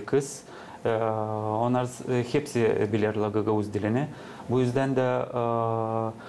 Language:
Gagauz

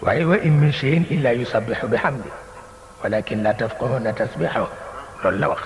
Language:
Wolof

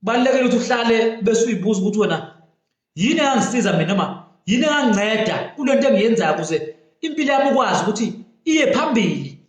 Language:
Zulu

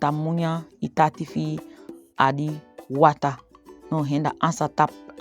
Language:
Saramaccan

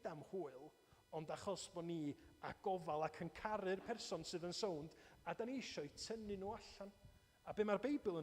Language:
Welsh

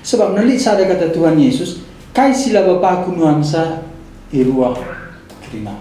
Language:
Batak Karo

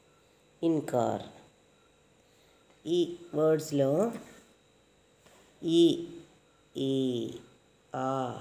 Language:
Telugu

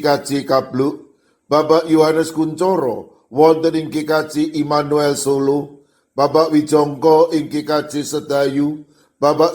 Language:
Javanese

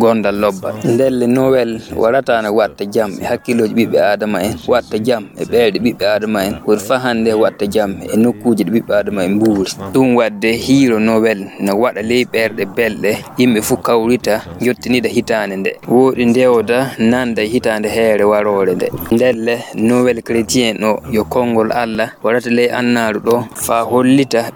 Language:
Fula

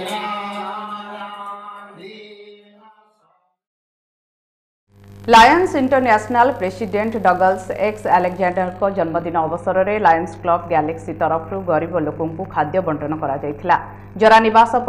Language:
Odia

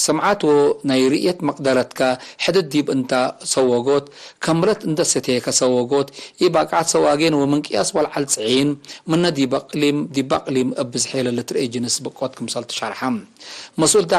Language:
Tigre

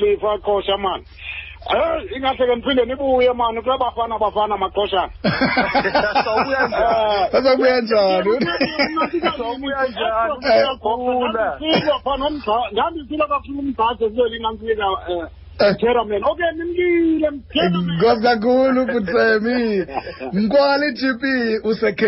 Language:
Xhosa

